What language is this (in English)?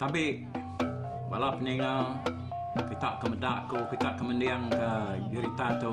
Iban